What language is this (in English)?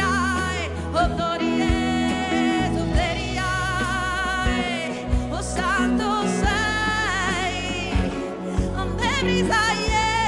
Italian